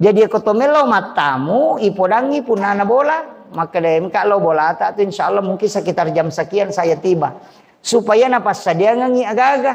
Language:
Buginese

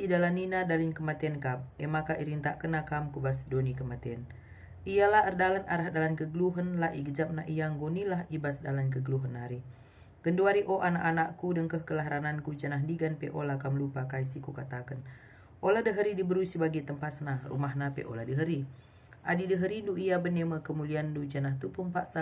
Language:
Batak Karo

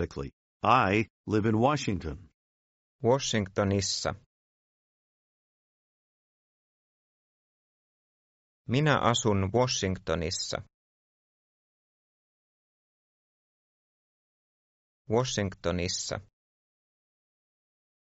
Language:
Finnish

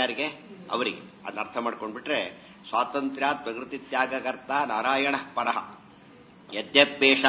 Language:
Kannada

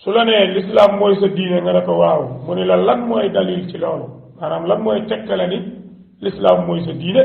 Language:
Wolof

